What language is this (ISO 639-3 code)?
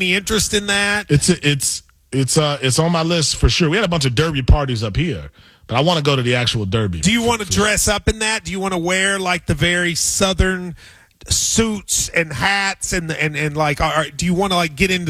eng